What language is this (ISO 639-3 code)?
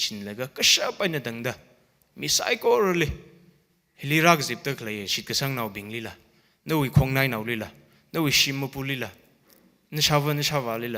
nmf